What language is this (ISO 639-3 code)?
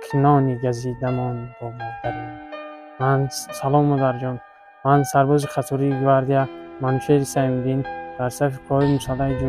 tgk